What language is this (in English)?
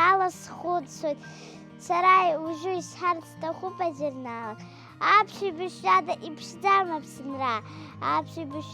Abkhazian